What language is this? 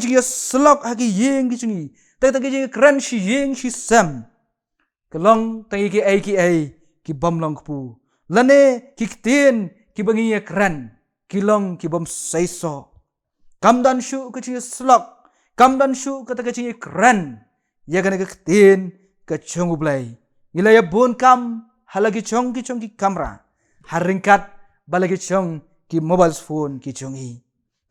Khasi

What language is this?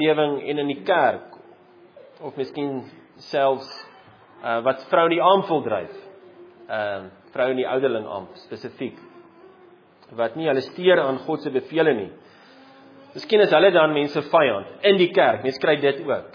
Afrikaans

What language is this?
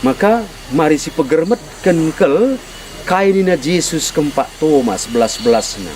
Batak Karo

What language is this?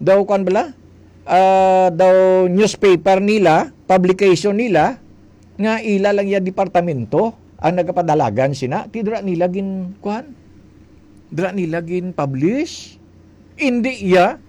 Hiligaynon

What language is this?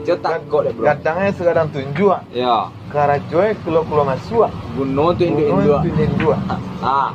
Minangkabau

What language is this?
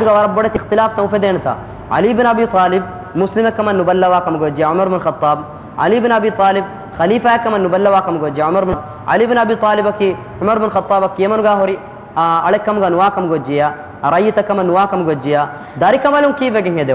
Divehi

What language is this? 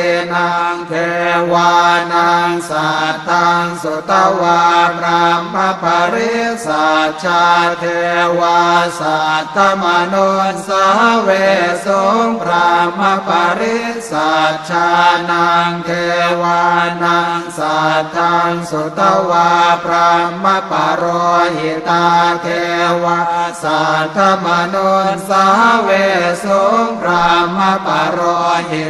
Pali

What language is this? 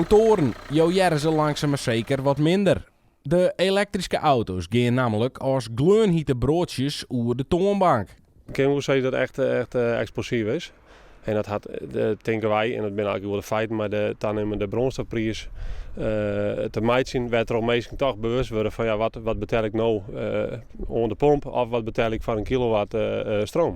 Western Frisian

